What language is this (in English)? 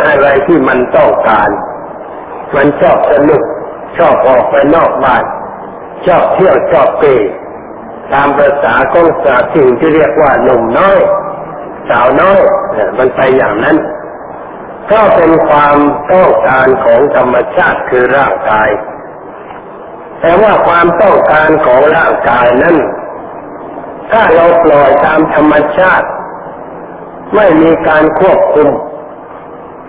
Thai